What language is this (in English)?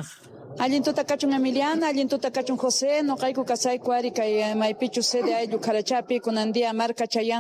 South Bolivian Quechua